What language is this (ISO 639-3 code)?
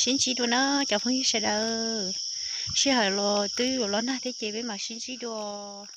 hmn